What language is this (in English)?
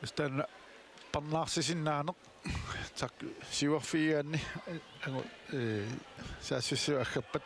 Kalaallisut